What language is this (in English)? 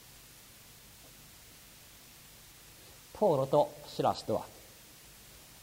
Japanese